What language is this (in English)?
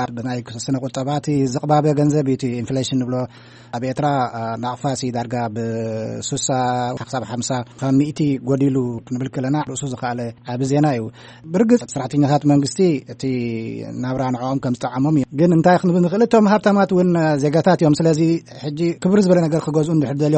Tigrinya